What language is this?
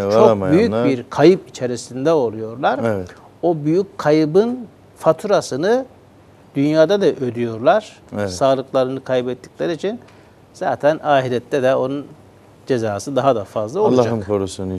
Turkish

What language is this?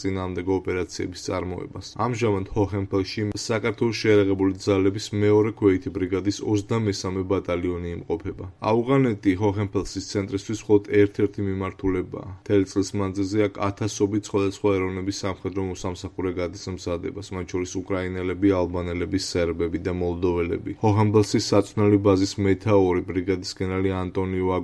Georgian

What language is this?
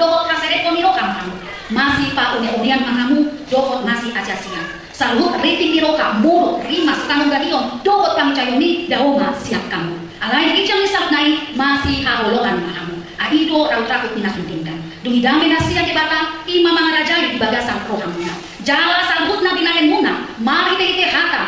Batak Toba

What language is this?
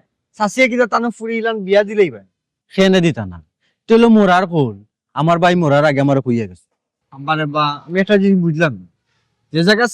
Sylheti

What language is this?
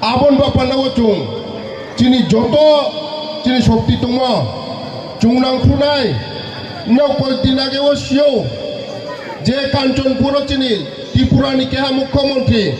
Riang (India)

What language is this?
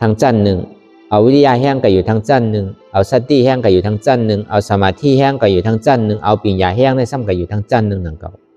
Shan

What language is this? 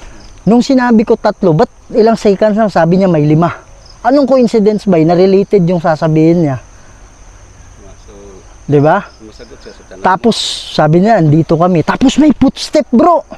Filipino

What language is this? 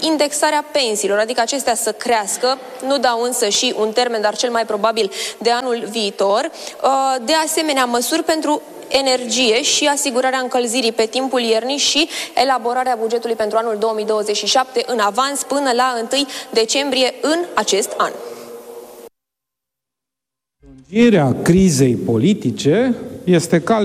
Romanian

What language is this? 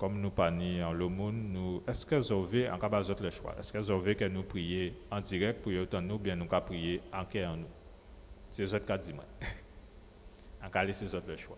Guadeloupean Creole French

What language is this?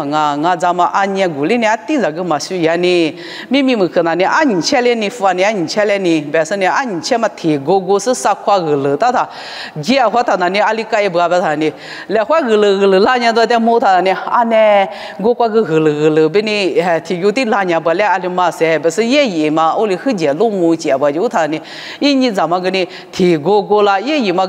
Lisu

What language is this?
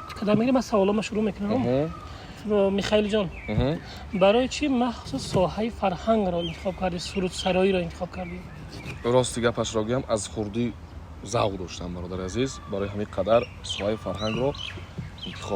Tajik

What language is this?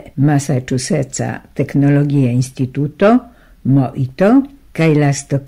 Esperanto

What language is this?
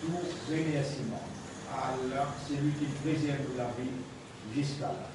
Morisyen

